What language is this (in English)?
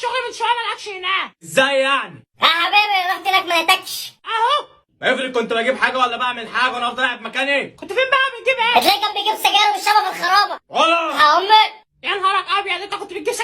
Egyptian Arabic